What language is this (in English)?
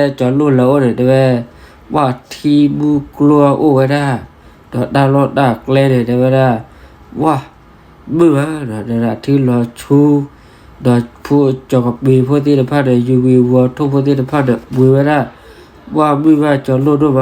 S'gaw Karen